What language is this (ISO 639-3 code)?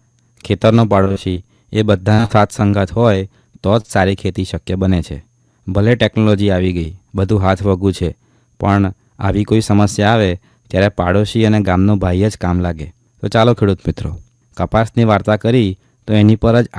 guj